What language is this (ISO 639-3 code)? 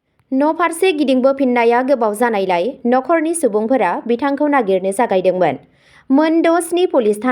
brx